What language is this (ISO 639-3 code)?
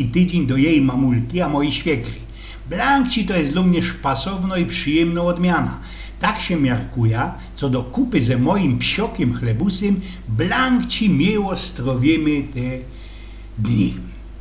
szl